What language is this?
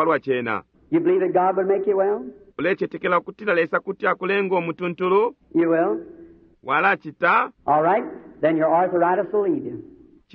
Bemba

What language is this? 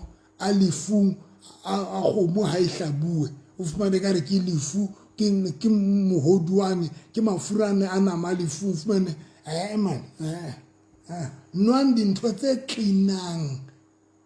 Southern Sotho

